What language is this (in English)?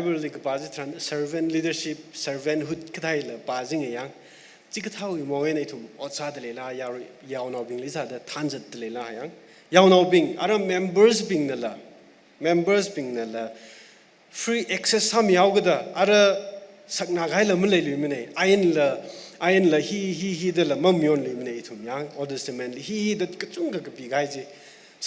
Tangkhul Naga (India)